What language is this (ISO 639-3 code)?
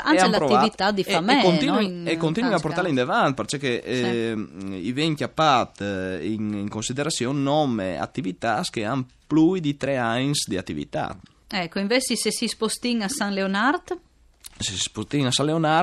fur